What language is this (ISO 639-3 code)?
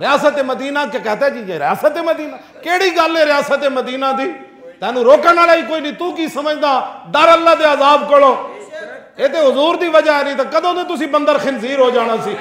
lah